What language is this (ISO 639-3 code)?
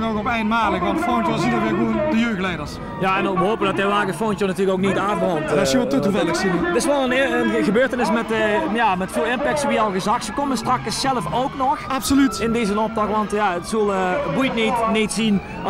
lim